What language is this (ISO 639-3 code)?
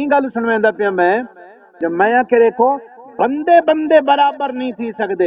skr